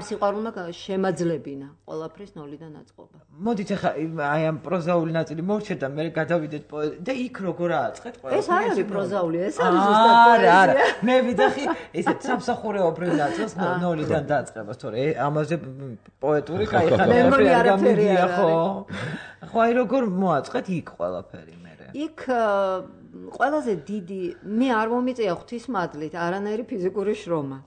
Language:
Georgian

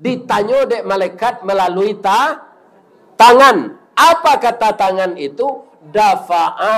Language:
Minangkabau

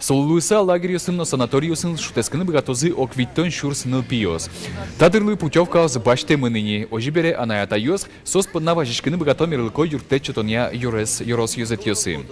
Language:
Udmurt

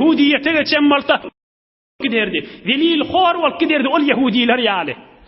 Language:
Turkmen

